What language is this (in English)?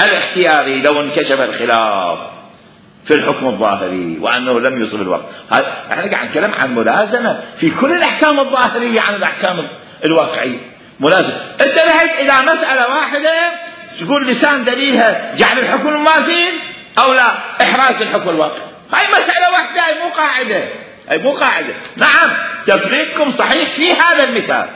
Mesopotamian Arabic